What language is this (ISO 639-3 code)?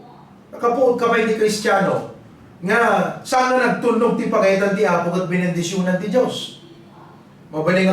ilo